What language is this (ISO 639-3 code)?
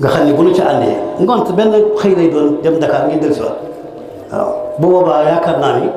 wol